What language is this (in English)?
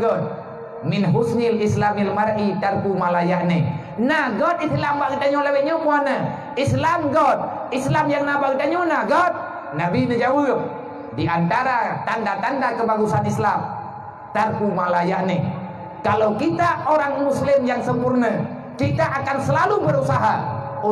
Achinese